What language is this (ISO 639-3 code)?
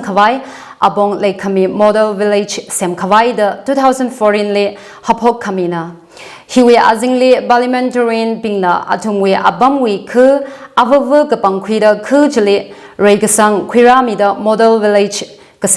nmf